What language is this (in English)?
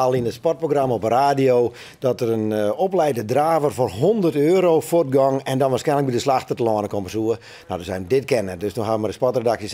Western Frisian